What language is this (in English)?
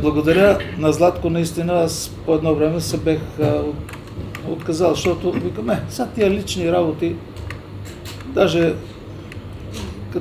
Bulgarian